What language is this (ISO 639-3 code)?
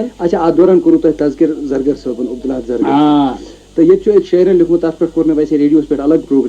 kas